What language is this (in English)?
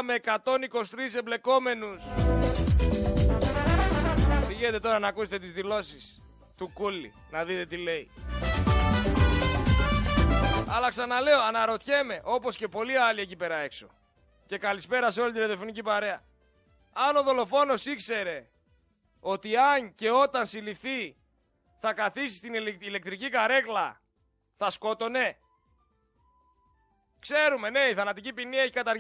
Greek